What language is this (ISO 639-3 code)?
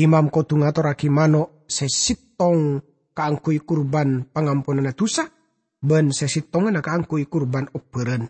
mad